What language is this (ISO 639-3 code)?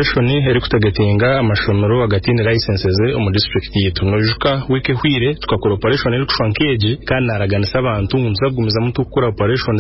nyn